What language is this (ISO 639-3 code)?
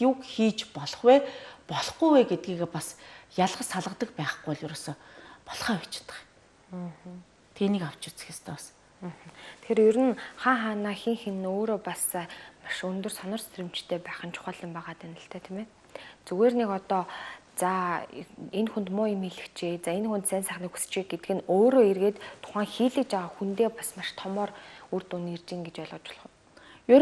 mon